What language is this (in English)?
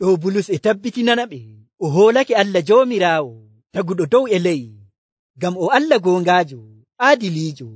Nigerian Fulfulde